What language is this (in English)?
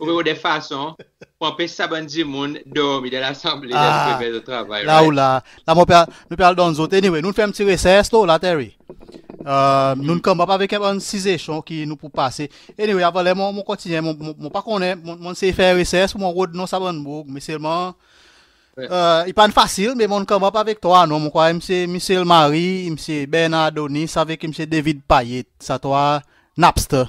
Seselwa Creole French